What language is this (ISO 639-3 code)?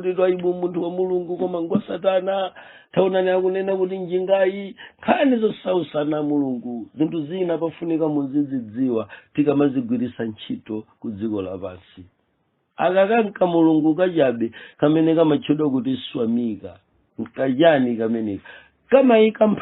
nya